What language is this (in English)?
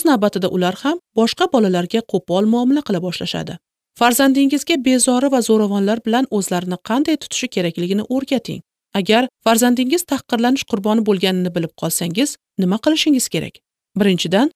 Uzbek